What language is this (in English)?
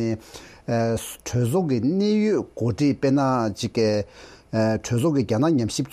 Tibetan